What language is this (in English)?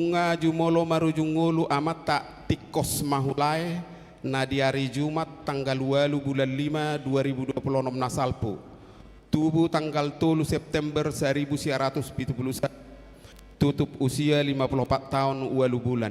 Batak Toba